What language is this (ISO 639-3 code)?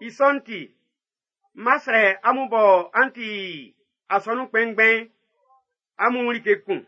bci